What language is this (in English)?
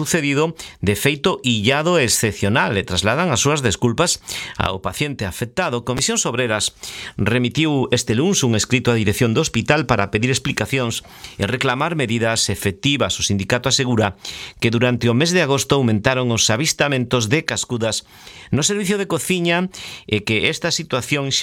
Galician